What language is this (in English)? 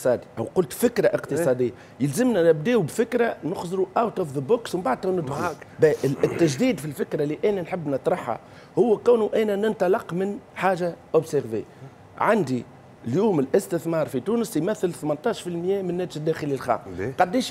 Tunisian Arabic